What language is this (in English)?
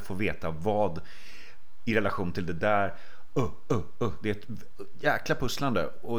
Swedish